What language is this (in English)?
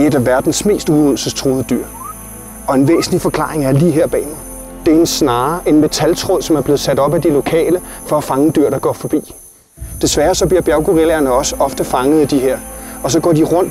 Danish